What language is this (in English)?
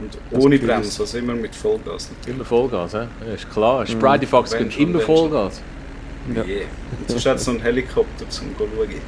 Swiss German